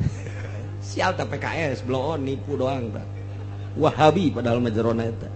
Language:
Sundanese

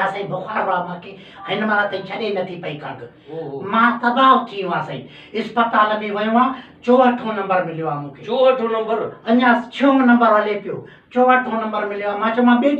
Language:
Sindhi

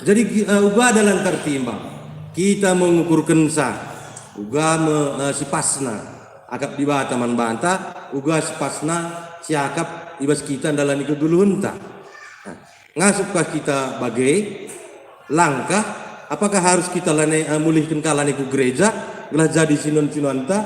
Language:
Batak Karo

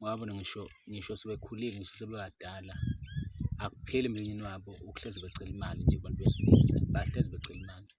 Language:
Zulu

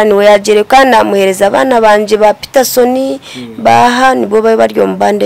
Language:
Nyankole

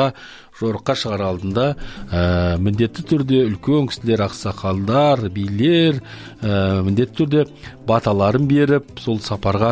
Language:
Kazakh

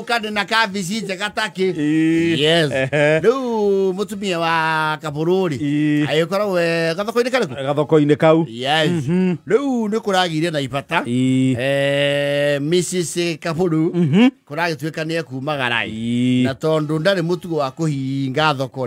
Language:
Kikuyu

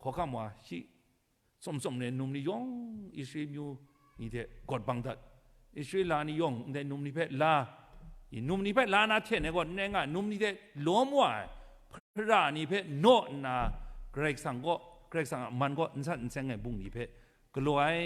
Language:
Kachin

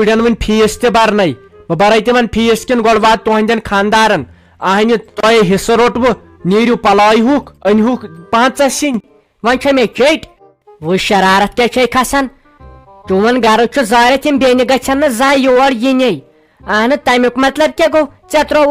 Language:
Kashmiri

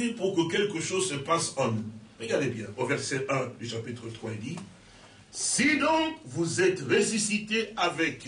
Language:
French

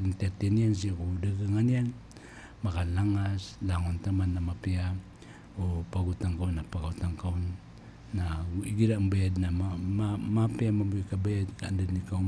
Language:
Maranao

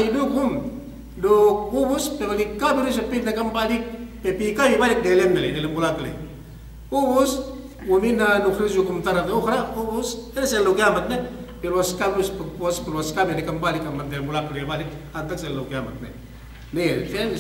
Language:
Yakan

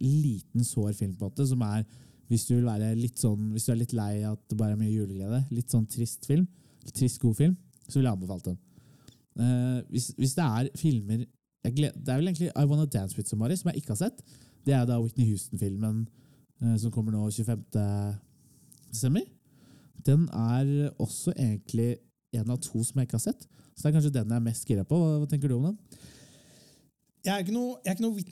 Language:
Norwegian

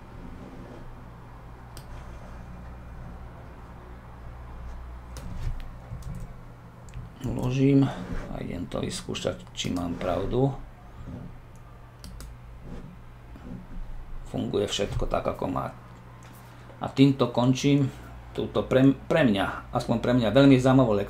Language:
Slovak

